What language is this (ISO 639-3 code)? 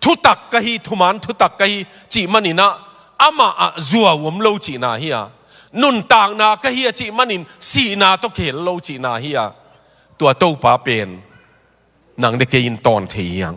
ctd